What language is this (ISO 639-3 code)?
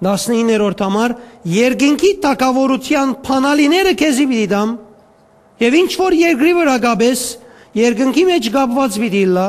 hyw